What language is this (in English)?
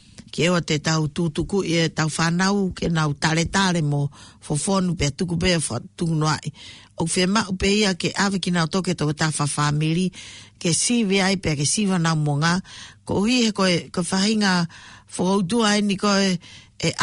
Tongan